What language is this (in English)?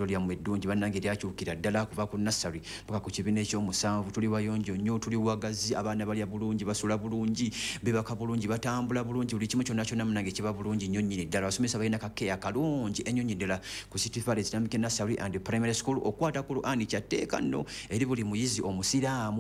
Ganda